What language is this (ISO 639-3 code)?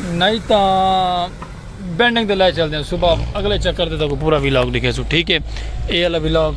skr